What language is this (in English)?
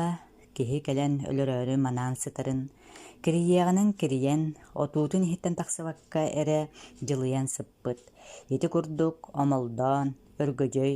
Yakut